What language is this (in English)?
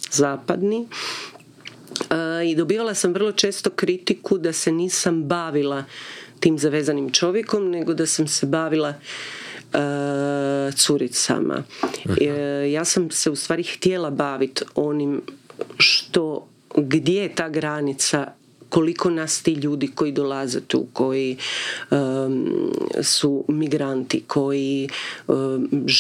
Croatian